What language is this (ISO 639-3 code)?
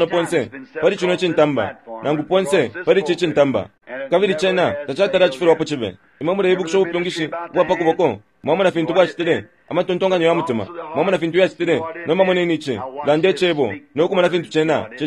bem